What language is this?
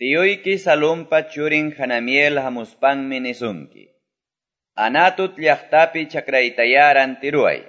Quechua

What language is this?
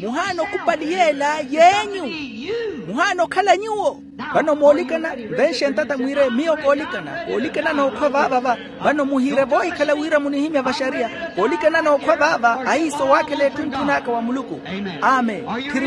Makhuwa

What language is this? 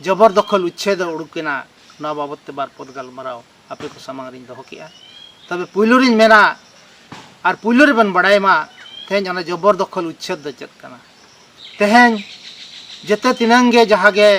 Santali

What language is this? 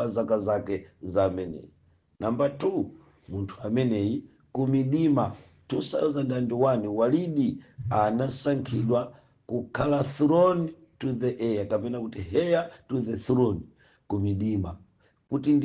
Nyanja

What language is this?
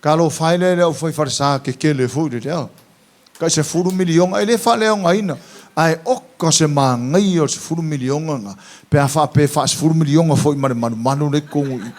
Samoan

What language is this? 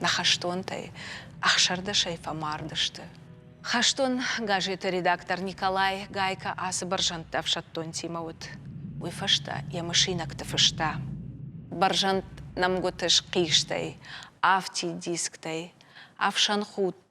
Ossetic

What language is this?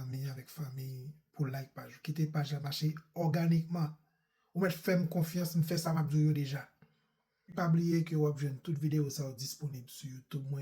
Haitian Creole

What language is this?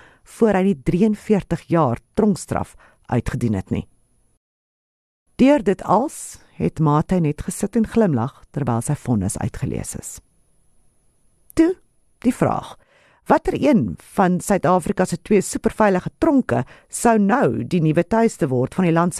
Afrikaans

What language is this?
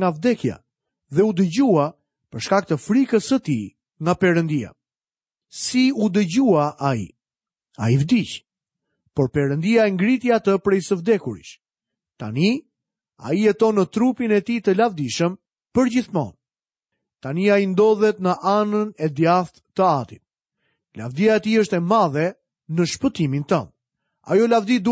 Albanian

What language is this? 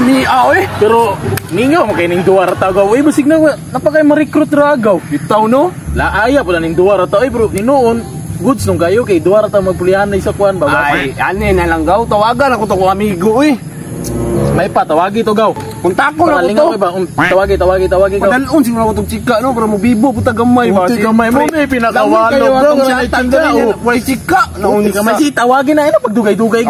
Cebuano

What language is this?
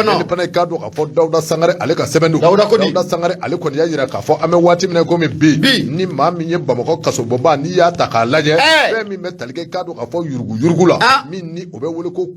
Bambara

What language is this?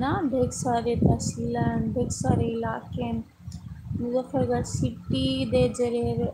Saraiki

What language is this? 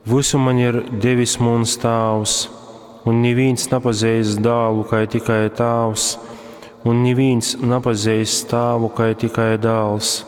Latgalian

